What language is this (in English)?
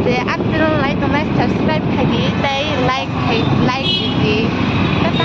Kok Borok